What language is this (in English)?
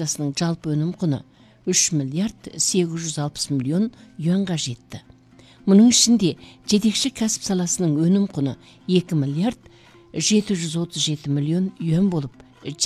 Kazakh